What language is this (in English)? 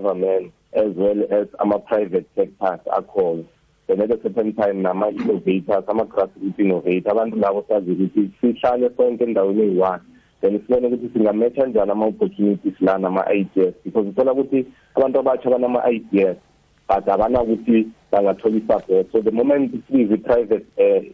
South Ndebele